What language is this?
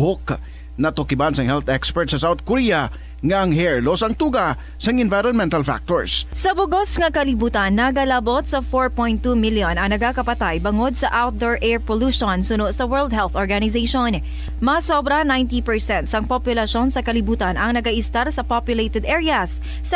Hiligaynon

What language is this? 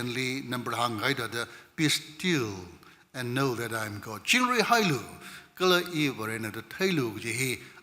Tangkhul Naga (India)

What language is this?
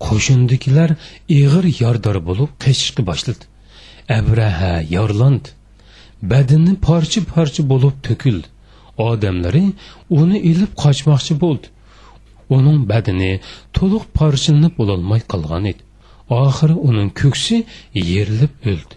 Uyghur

